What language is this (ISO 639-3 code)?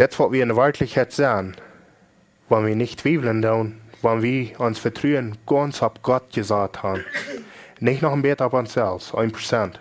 pdt